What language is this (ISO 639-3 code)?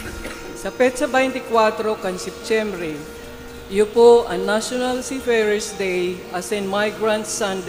bik